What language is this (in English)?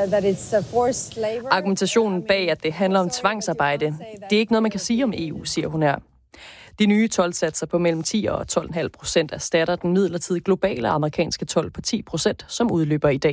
Danish